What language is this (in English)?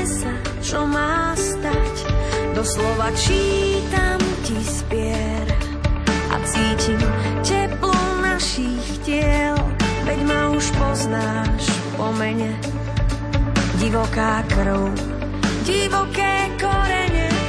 Slovak